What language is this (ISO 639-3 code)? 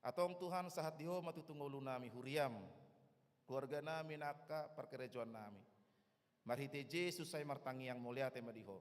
bbc